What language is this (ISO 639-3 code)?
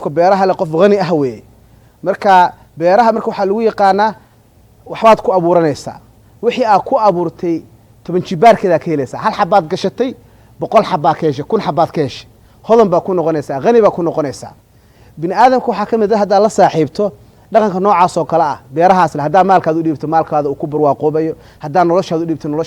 som